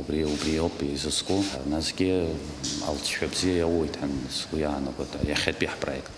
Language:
Abkhazian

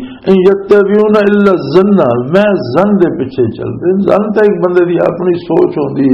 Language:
Western Panjabi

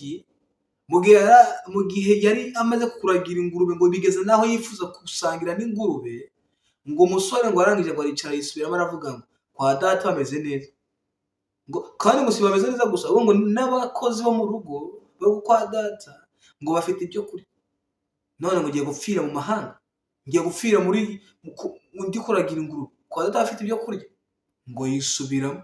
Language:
Kinyarwanda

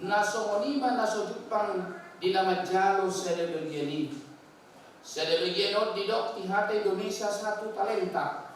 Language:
Batak Toba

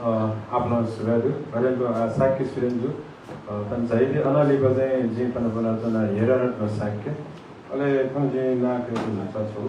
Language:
Newari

